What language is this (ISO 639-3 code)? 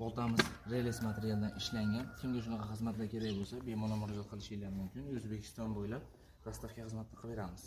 uzb